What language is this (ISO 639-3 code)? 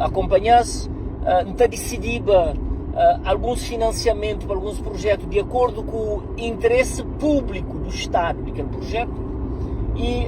kea